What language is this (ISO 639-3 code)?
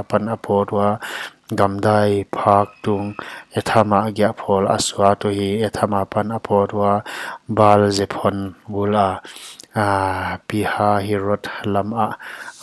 pck